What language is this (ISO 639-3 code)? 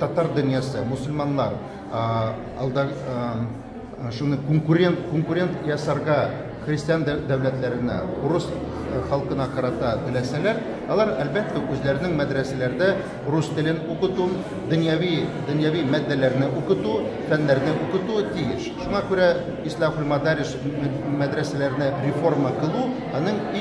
tat